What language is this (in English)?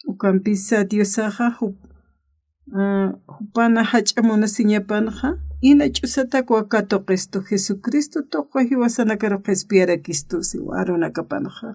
Aymara